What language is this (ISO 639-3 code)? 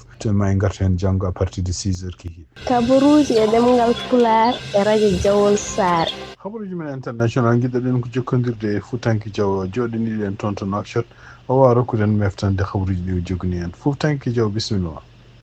ful